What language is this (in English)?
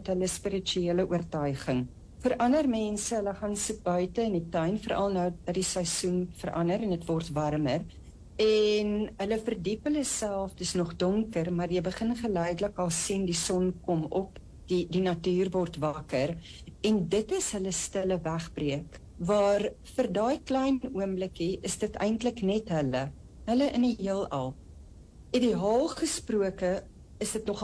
Afrikaans